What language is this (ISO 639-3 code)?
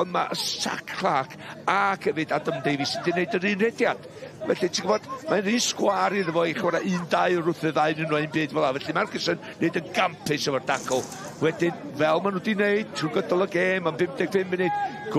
cym